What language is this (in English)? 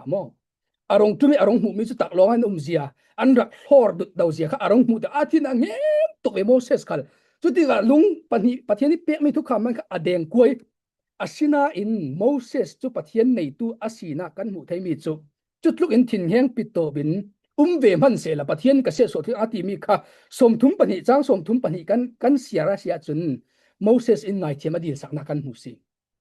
Falam Chin